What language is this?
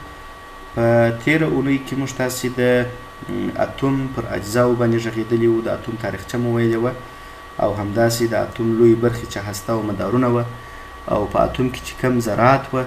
Pashto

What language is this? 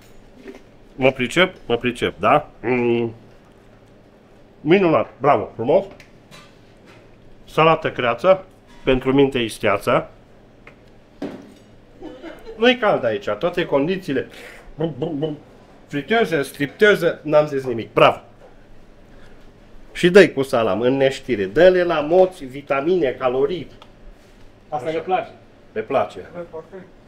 Romanian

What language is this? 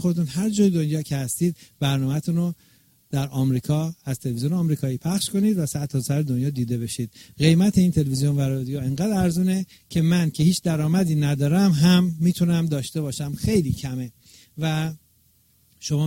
Persian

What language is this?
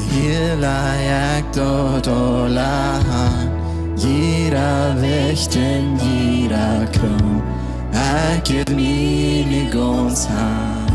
Plautdietsch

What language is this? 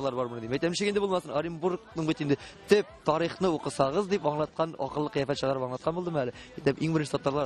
Tatar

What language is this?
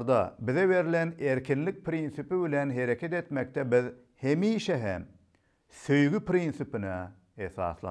Turkmen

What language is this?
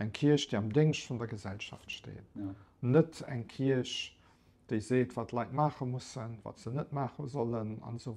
Luxembourgish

